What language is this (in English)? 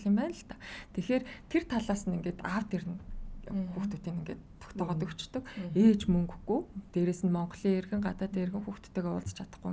Mongolian